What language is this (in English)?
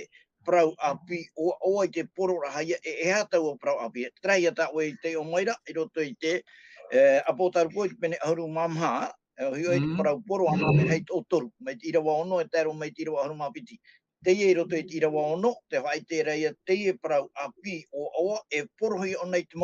Tahitian